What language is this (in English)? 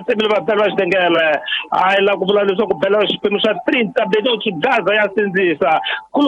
Tsonga